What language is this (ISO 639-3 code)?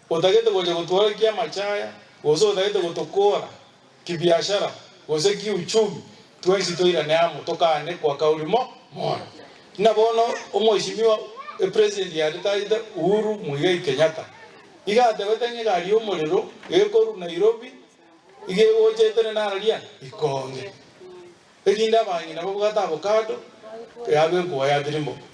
guz